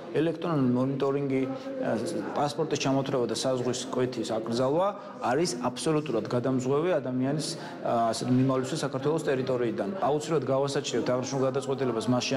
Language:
Georgian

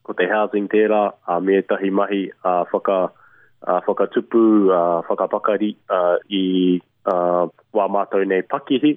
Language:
Māori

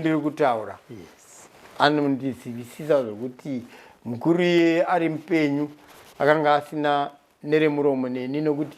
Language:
Shona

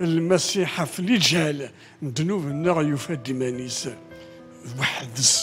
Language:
Kabyle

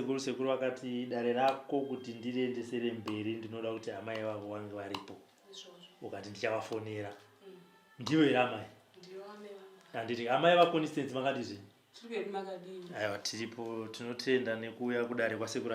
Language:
Shona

